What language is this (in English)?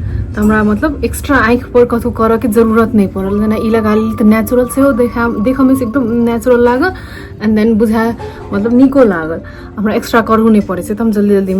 Maithili